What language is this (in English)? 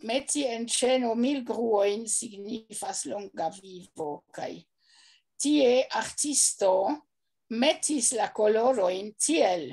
Esperanto